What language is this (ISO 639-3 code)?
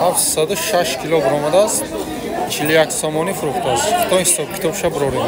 tgk